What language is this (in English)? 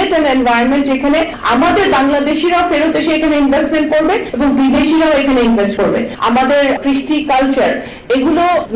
Bangla